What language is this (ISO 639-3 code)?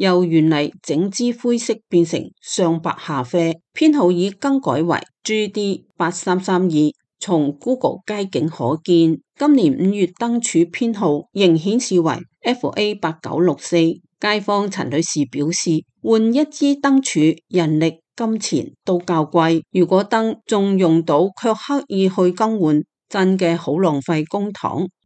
yue